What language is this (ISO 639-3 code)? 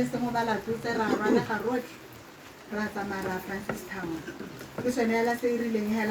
tsn